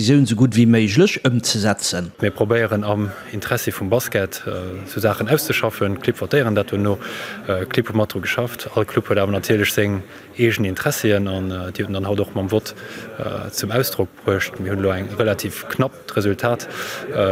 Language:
Luxembourgish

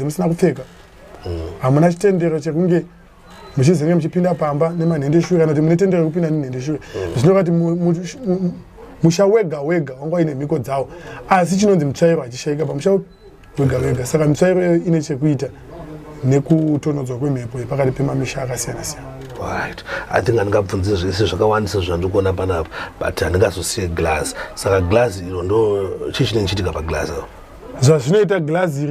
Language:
Shona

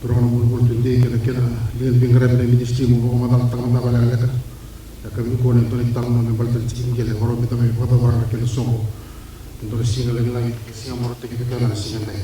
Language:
Fijian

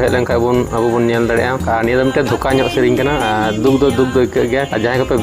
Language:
Santali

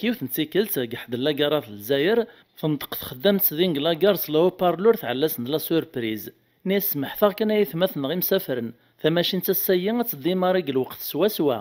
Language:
Kabyle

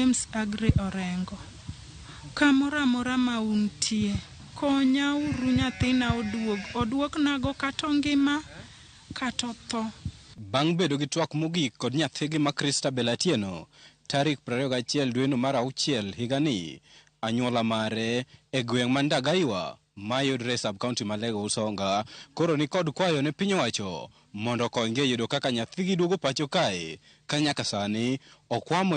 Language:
Luo (Kenya and Tanzania)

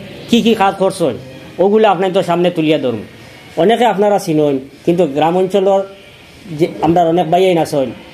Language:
Sylheti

